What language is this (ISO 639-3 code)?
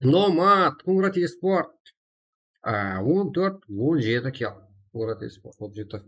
kaa